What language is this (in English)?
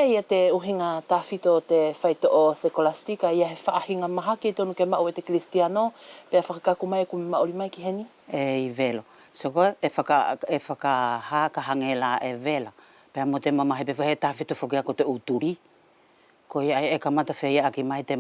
Wallisian